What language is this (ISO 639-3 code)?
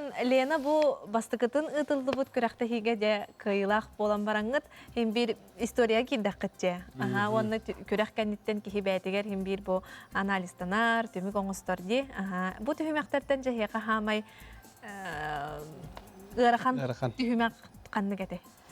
sah